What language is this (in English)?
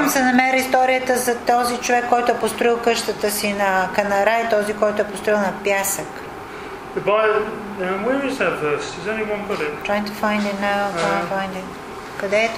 Bulgarian